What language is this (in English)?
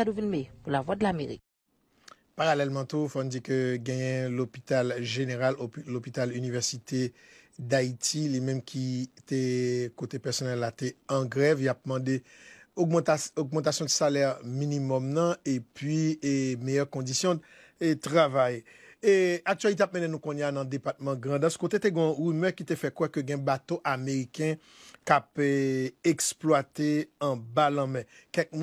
Haitian Creole